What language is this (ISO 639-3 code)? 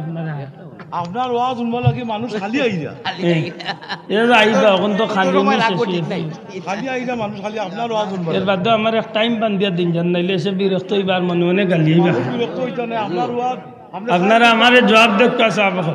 syl